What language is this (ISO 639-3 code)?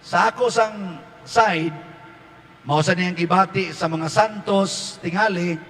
ceb